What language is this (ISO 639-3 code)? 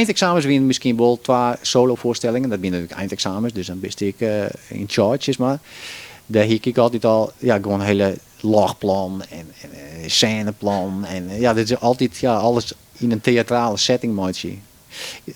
fry